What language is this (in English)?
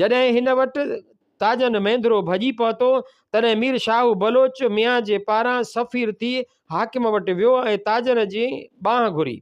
Sindhi